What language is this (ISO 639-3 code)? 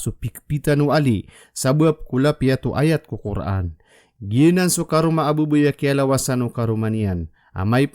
mrw